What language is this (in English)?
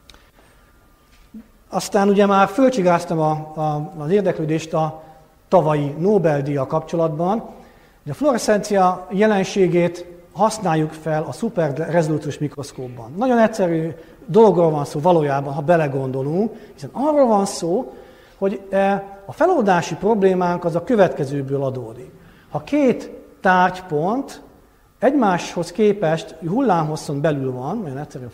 Hungarian